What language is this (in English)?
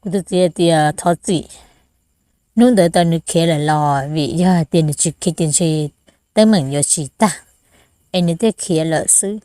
Hmong